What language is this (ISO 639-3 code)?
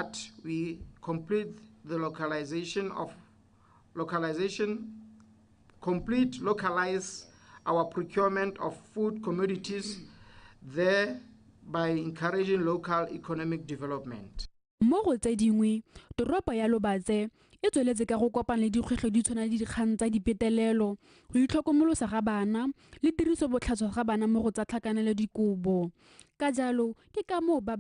tsn